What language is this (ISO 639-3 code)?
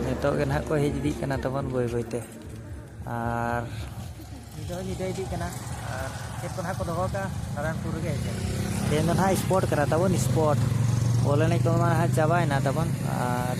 sat